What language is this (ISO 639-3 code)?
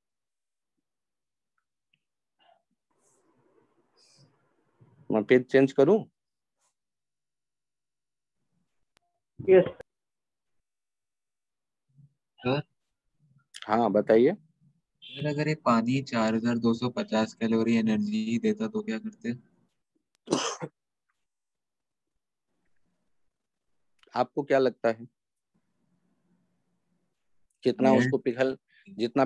hin